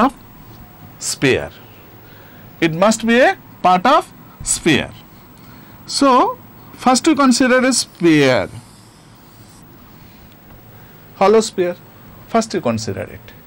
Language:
English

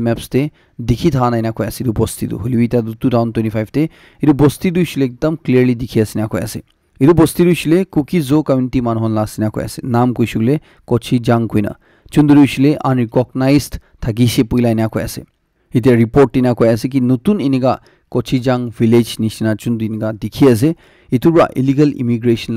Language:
Naga Pidgin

